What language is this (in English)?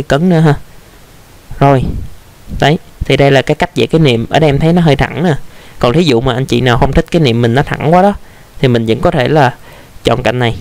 Vietnamese